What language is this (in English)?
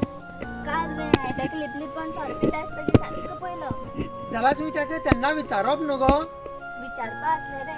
Konkani